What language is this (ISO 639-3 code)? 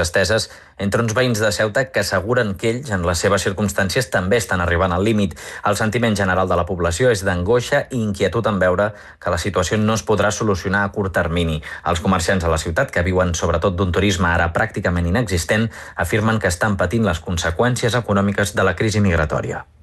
cat